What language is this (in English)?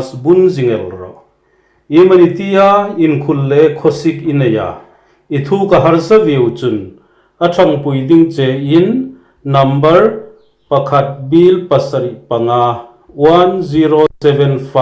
Hmar